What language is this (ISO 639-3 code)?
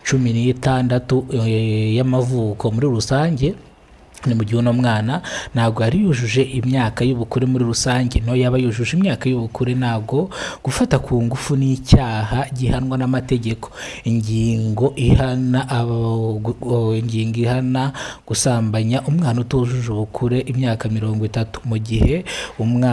kin